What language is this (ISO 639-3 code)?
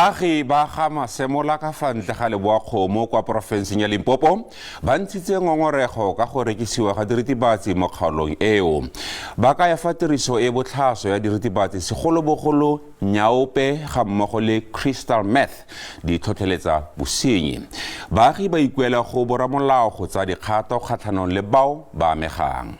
tsn